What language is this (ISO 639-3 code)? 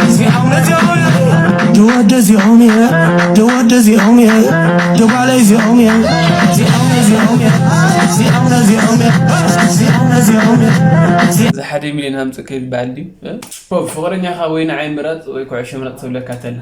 tir